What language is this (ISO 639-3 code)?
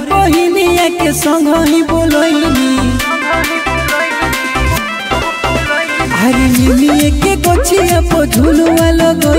bho